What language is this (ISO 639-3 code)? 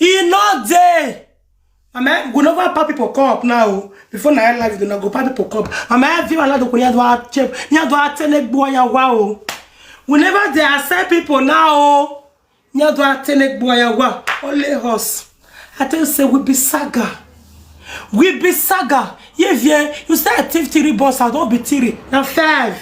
pcm